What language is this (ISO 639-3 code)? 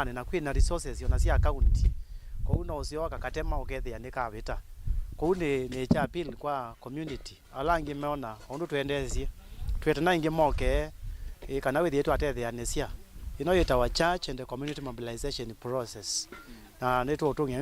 kam